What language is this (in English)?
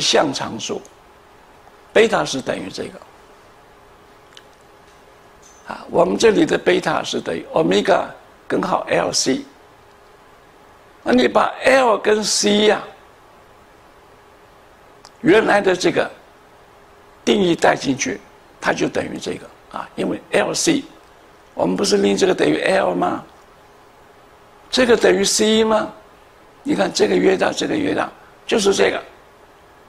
Chinese